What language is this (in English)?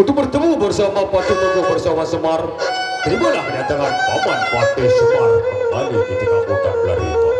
Sasak